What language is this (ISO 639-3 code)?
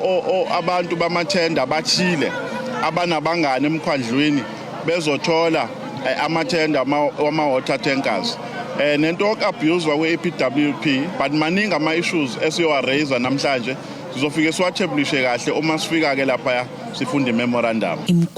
zul